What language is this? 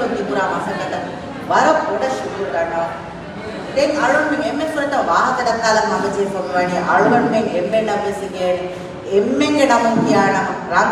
Divehi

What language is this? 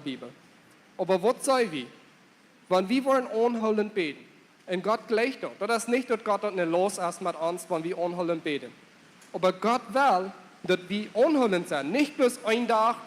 Plautdietsch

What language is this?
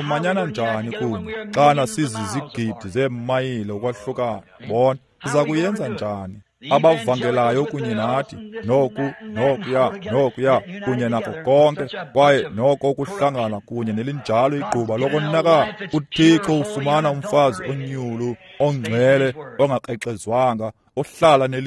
Xhosa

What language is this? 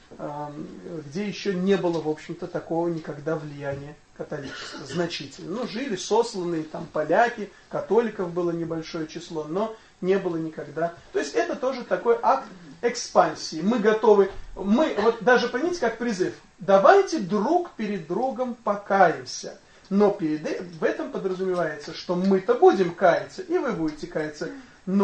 Russian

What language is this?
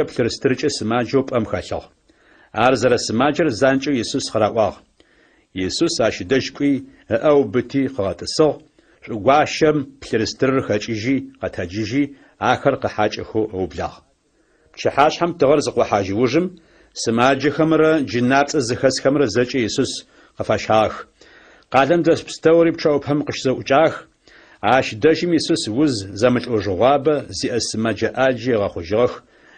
Adyghe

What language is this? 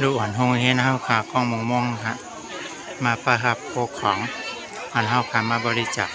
Shan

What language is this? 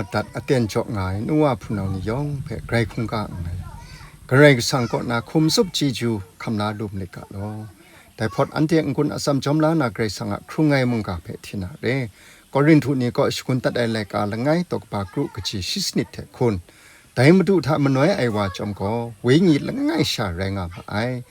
Kachin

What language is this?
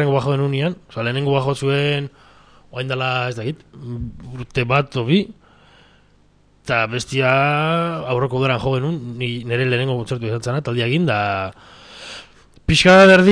Basque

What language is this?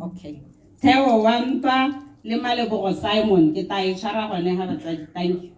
Tswana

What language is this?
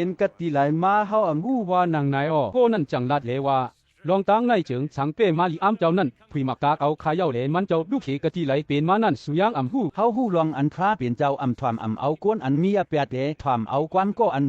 Shan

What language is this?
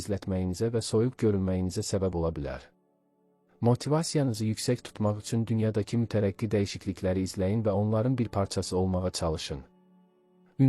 Azerbaijani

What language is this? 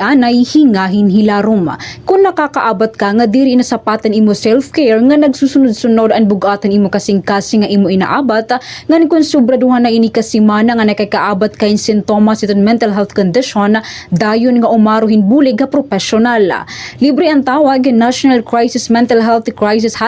Waray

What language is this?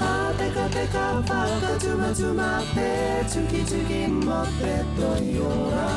Māori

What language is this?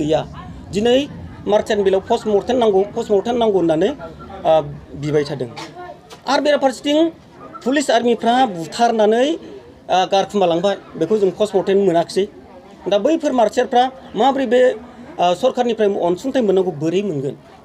Bodo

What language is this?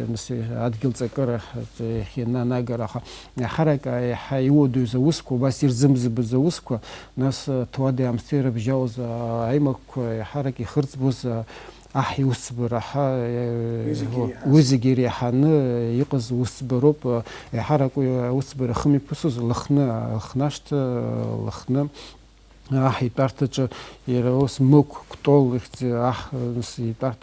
Abkhazian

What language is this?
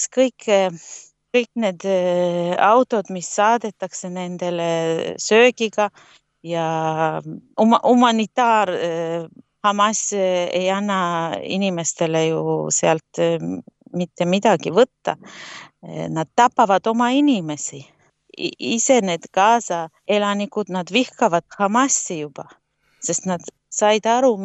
Estonian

